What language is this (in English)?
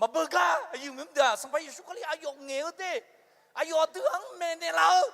Akha